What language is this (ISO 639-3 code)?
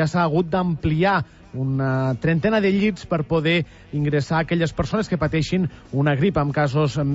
cat